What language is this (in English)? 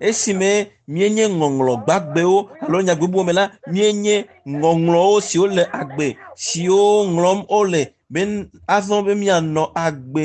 Ewe